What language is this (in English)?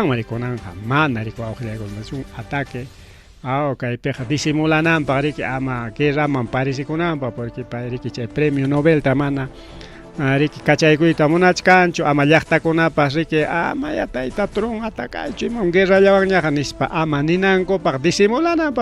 Ayacucho Quechua